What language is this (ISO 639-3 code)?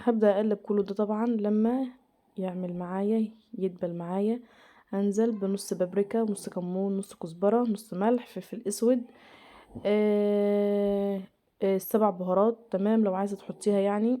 arz